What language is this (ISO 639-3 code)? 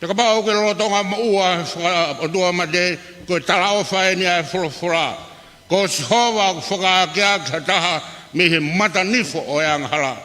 ton